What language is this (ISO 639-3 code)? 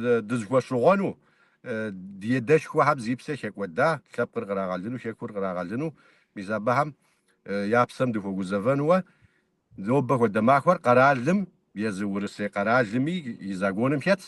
kbd